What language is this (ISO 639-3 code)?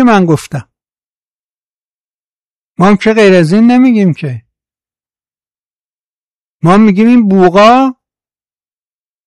fas